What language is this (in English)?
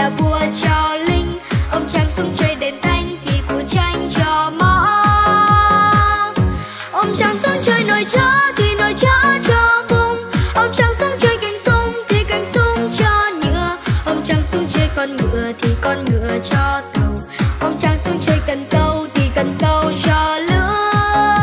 Vietnamese